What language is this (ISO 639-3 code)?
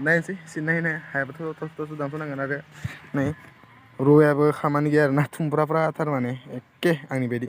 brx